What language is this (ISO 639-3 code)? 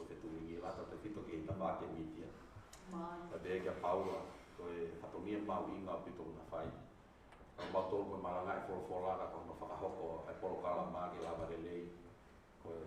ton